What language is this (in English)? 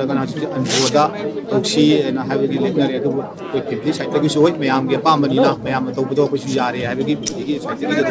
Manipuri